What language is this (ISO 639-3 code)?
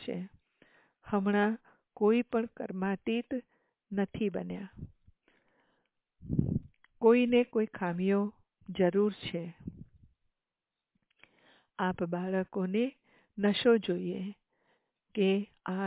guj